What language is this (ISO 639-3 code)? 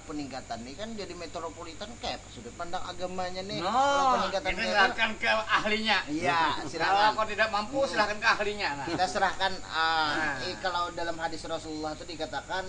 bjn